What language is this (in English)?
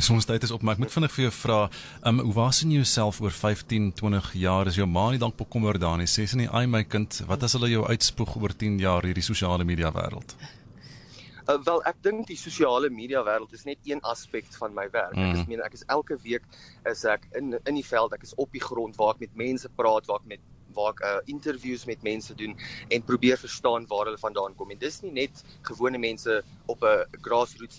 Afrikaans